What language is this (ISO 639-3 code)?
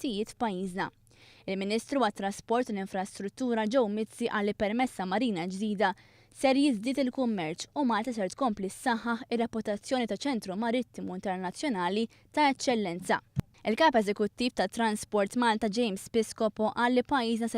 mlt